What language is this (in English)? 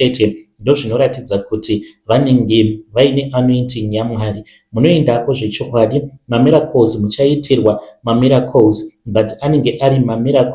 Shona